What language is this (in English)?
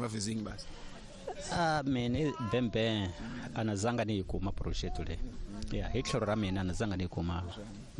Tsonga